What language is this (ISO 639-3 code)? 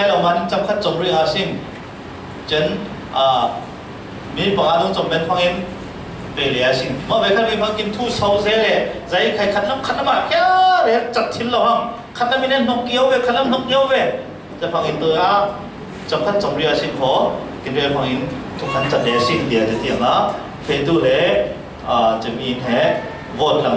cfm